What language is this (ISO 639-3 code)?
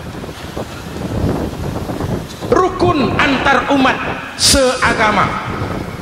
ind